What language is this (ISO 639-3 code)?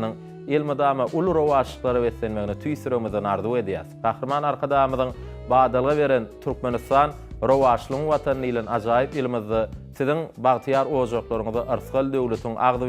tuk